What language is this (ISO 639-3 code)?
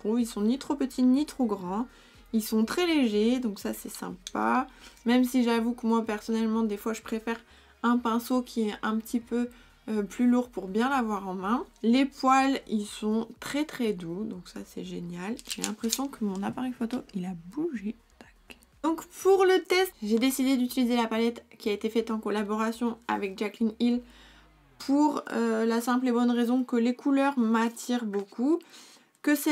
fra